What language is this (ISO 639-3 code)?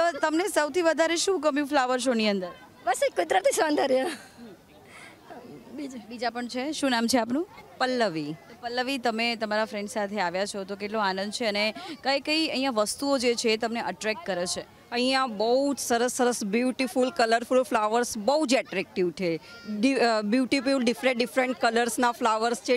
guj